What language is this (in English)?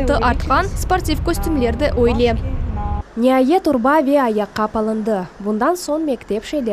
Crimean Tatar